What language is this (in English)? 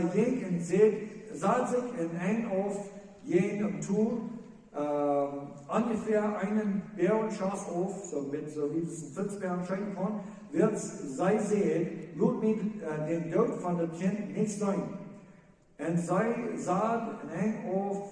Plautdietsch